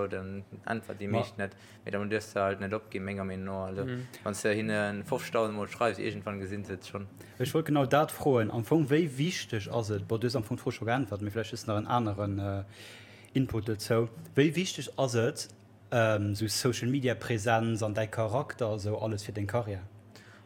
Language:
Luxembourgish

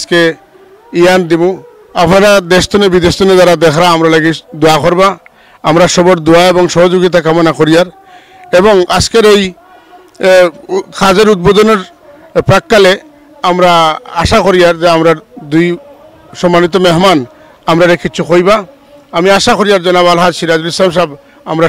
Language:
Sylheti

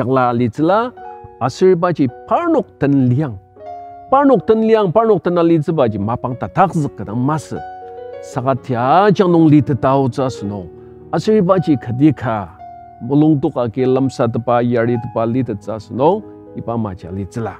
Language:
Ao Naga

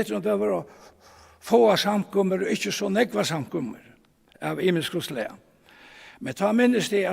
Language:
Faroese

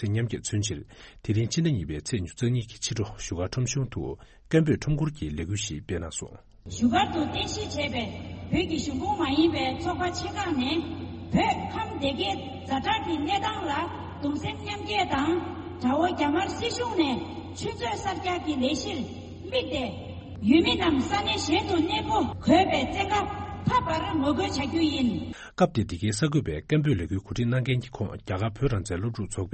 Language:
Tibetan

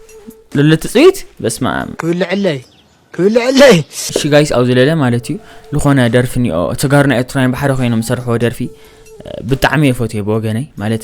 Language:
Tigrinya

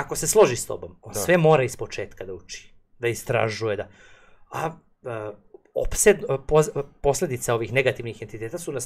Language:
Serbian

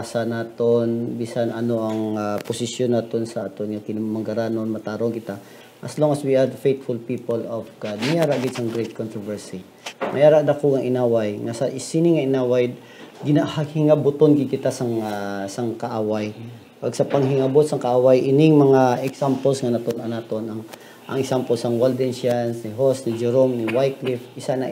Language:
Hiligaynon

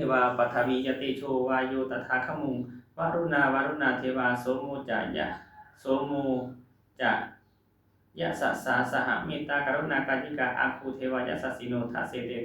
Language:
Pali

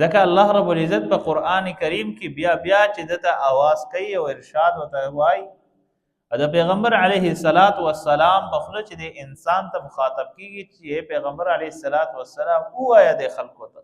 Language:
Pashto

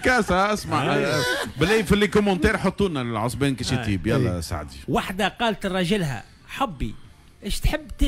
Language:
Tunisian Arabic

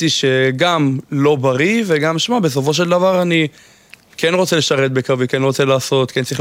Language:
Hebrew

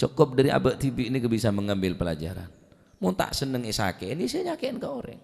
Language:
Madurese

